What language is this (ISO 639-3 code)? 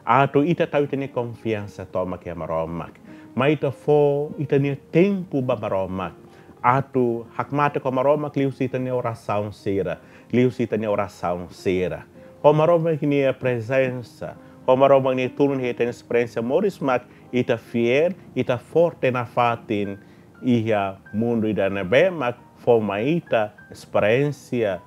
tet